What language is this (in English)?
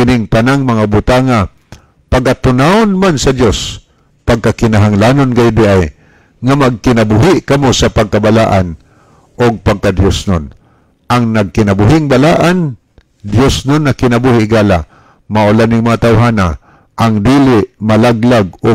Cebuano